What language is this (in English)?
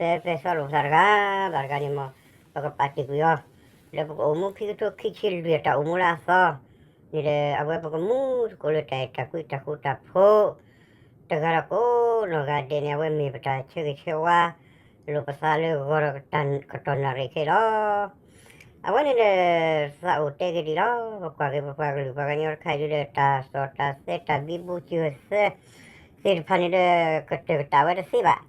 S'gaw Karen